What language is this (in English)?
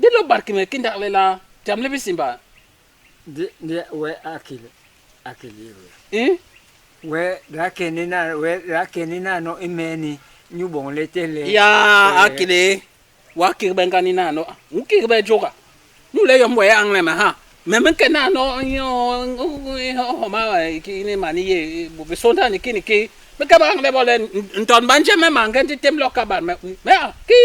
Basaa